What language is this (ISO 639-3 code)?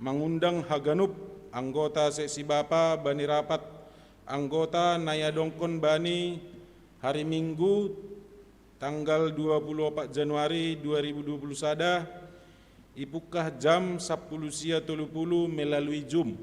bts